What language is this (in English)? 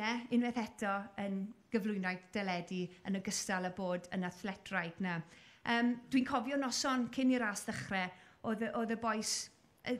Welsh